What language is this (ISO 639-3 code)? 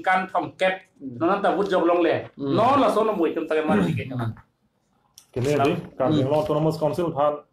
mjw